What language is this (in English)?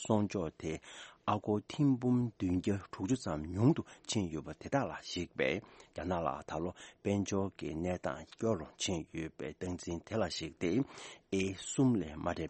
Tibetan